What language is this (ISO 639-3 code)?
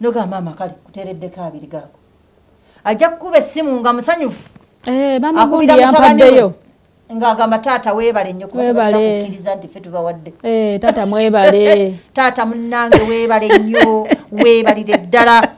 lug